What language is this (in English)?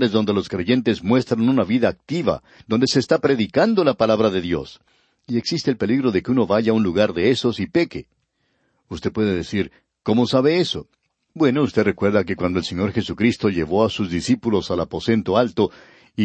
Spanish